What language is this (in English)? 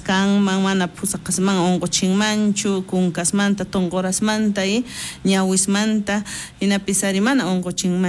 South Bolivian Quechua